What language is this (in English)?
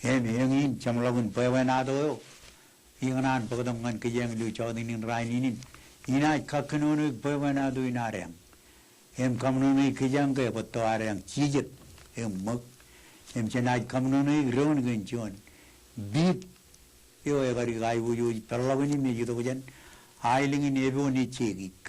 Marshallese